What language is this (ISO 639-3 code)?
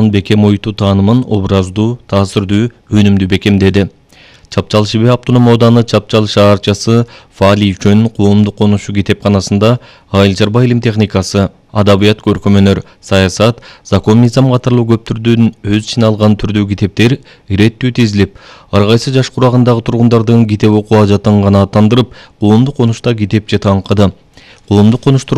kir